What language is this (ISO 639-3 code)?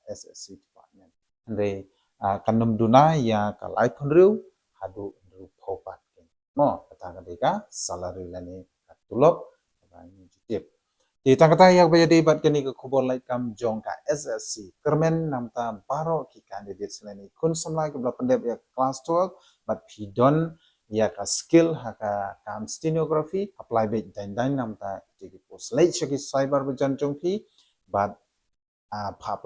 kha